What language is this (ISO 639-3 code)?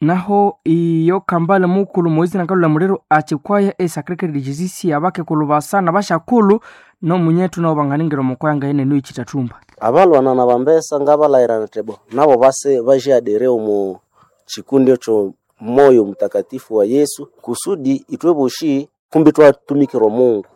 nnb